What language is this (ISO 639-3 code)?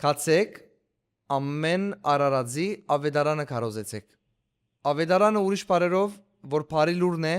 hyw